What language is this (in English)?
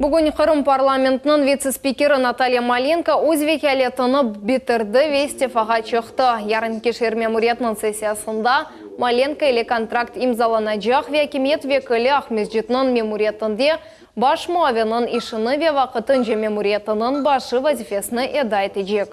Crimean Tatar